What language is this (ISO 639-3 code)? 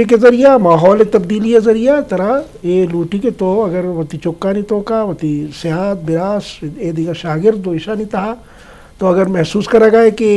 bal